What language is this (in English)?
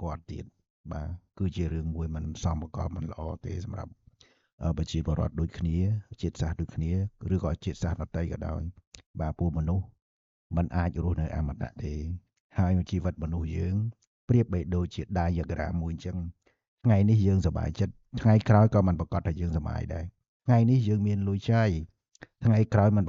Khmer